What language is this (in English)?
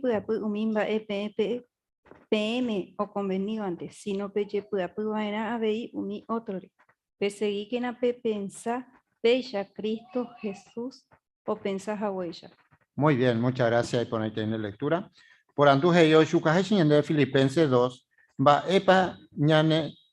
Guarani